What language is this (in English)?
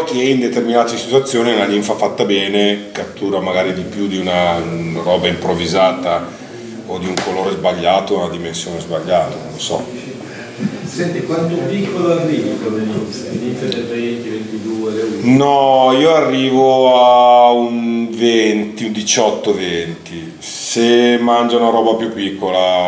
Italian